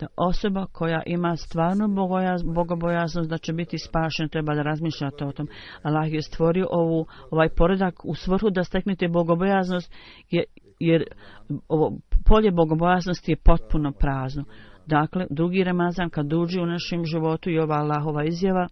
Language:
Bosnian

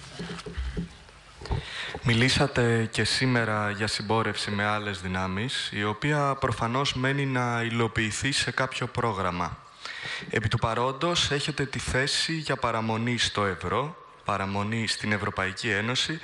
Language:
Greek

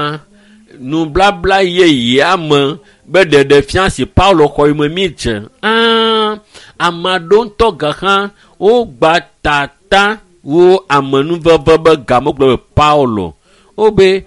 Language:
Ewe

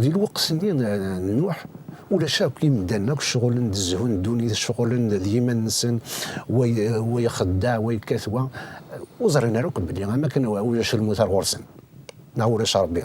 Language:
Kabyle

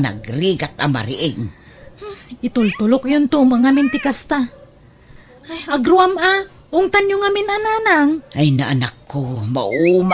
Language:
Iloko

